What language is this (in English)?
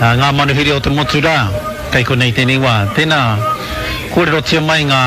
Māori